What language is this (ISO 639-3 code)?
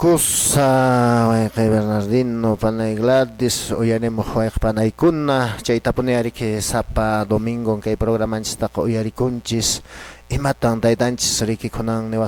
que